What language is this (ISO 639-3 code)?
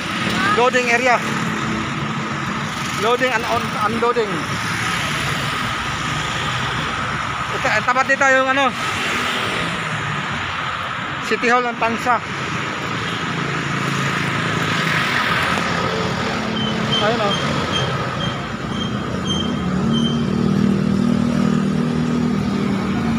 fil